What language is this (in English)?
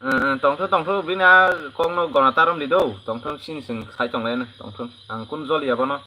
Kok Borok